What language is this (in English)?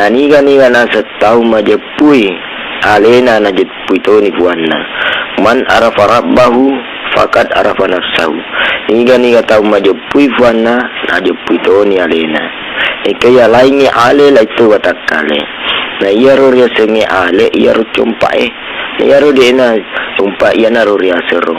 Buginese